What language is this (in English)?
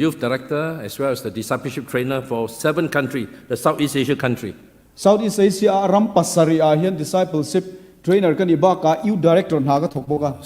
Mizo